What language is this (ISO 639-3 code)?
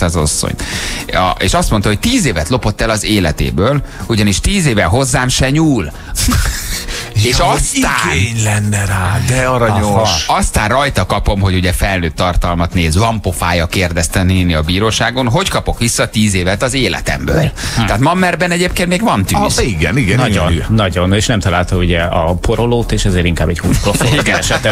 hun